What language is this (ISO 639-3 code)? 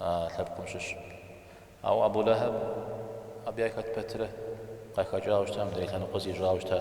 kbd